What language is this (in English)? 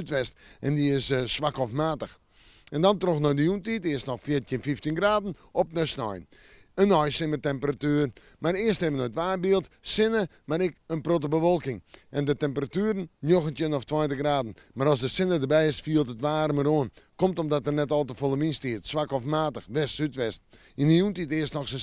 Western Frisian